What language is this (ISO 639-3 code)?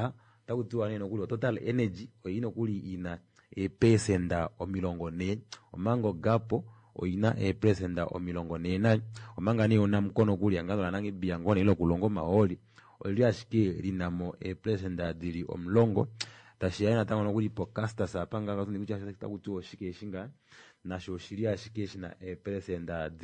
kua